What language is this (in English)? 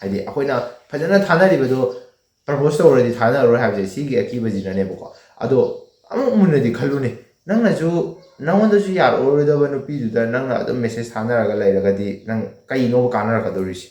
Manipuri